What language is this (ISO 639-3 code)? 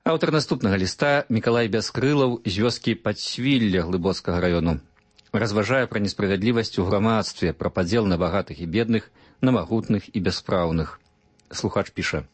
bel